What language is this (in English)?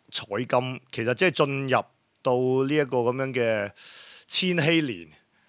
Cantonese